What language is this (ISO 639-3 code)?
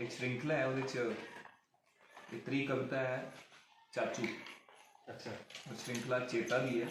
doi